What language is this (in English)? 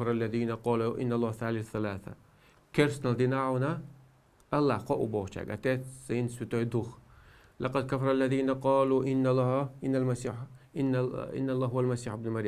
Chechen